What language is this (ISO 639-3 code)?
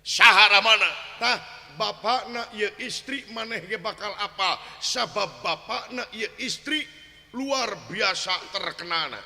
sun